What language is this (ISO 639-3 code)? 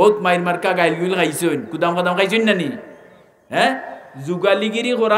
syl